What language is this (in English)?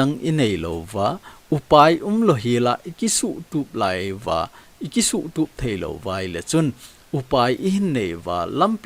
Thado Chin